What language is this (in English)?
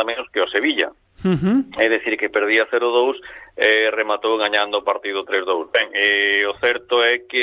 Galician